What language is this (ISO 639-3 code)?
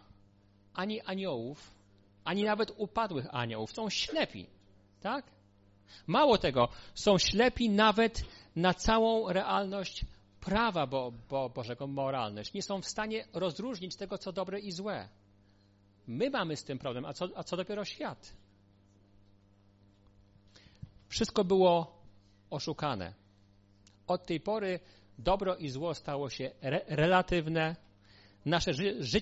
pol